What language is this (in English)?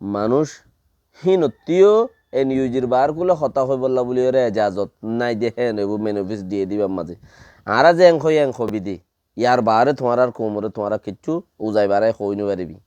Rohingya